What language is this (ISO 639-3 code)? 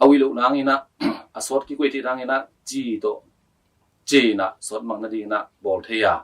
ctd